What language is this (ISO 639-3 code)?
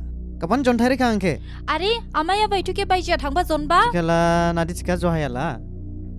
dis